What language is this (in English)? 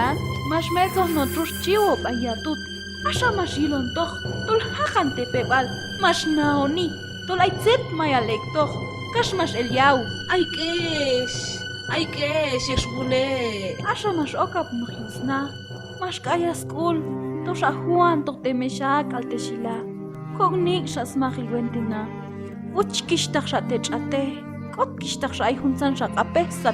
Q'anjob'al